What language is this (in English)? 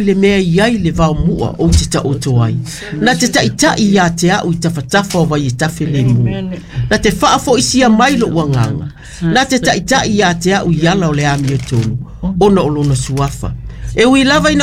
Samoan